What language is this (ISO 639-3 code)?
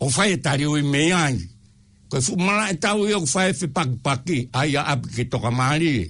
ton